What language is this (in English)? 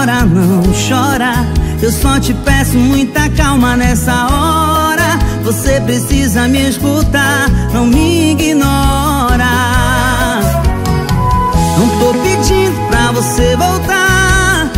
Portuguese